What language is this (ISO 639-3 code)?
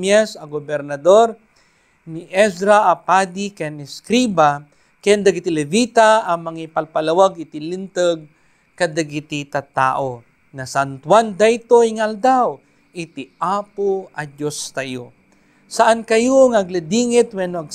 ilo